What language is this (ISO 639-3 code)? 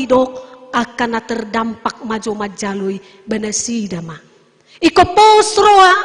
bbc